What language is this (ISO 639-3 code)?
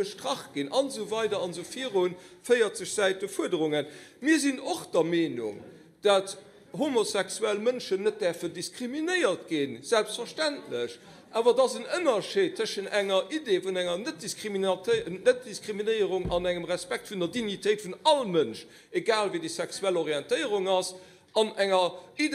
ltz